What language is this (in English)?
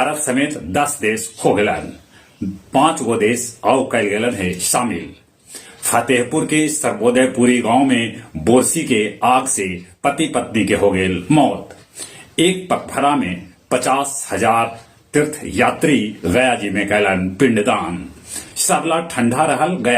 Magahi